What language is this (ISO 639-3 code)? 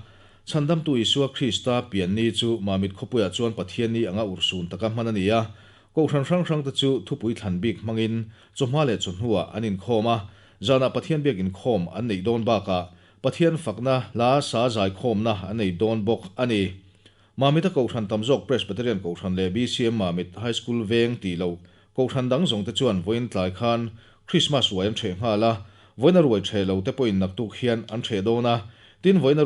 lus